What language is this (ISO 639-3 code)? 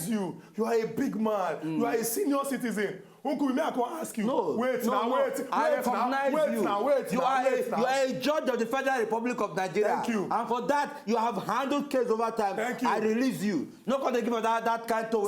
pcm